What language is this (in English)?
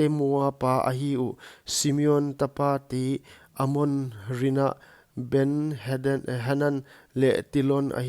Paite Chin